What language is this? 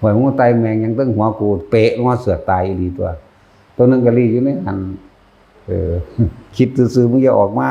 Northeastern Thai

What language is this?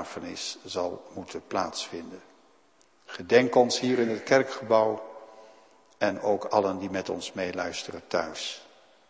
Dutch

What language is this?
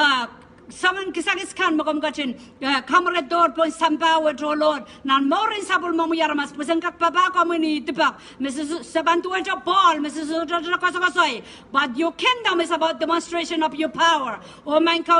Pohnpeian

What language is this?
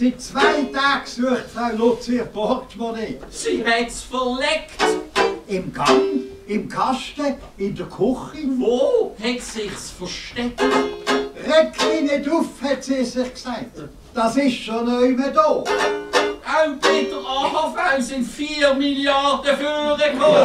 Swiss German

